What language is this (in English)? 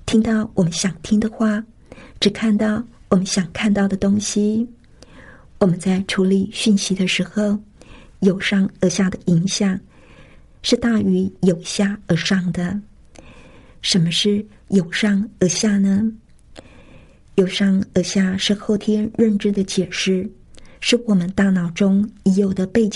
Chinese